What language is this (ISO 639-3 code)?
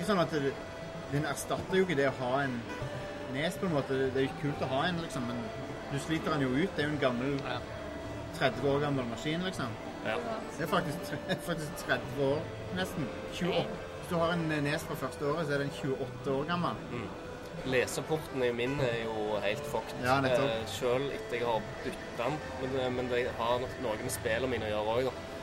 nor